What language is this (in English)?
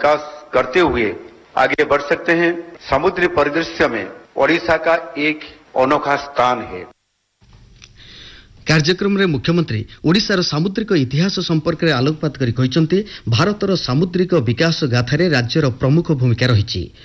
Odia